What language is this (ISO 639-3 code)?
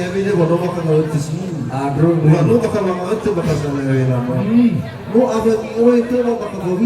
nia